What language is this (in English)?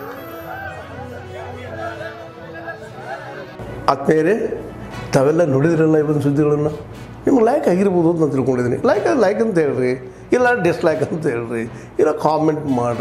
Kannada